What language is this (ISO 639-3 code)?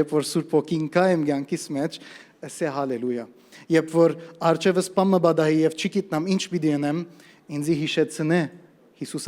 hyw